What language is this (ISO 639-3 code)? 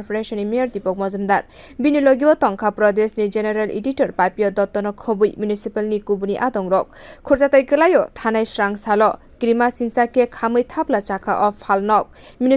trp